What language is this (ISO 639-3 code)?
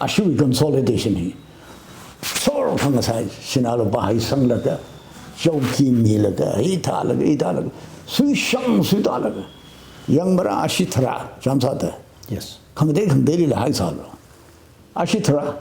nmf